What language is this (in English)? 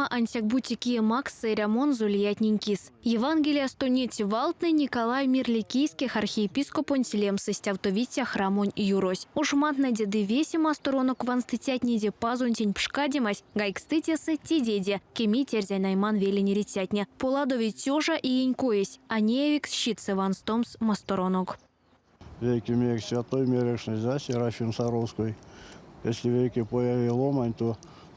Erzya